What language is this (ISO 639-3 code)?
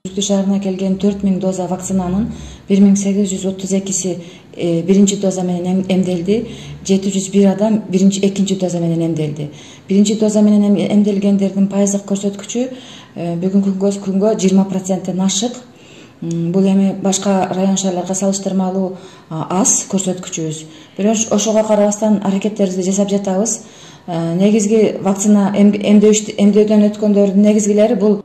kir